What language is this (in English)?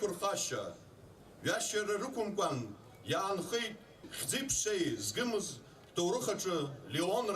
Abkhazian